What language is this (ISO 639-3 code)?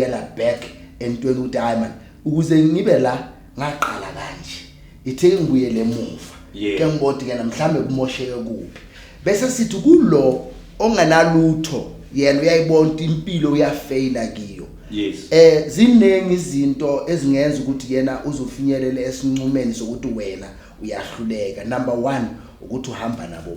zul